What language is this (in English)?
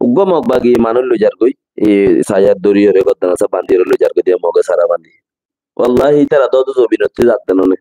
Rohingya